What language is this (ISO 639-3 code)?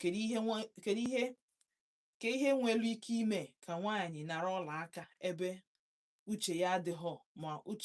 ibo